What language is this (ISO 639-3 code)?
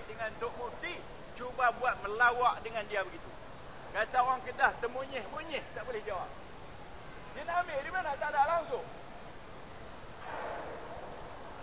msa